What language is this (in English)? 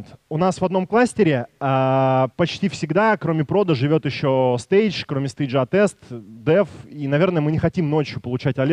Russian